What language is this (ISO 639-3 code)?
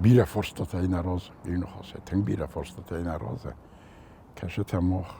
oss